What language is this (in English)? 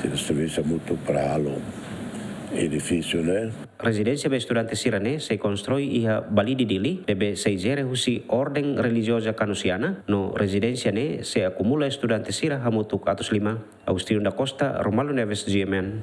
Tetum